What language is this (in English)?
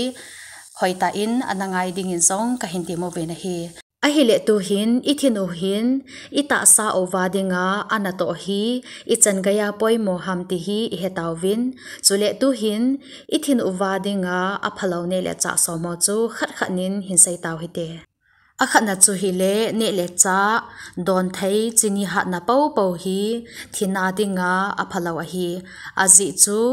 Thado Chin